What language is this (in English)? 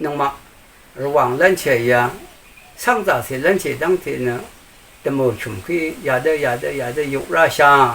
Rawang